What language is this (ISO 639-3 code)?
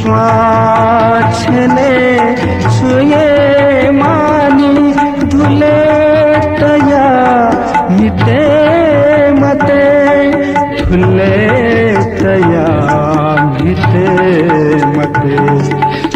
new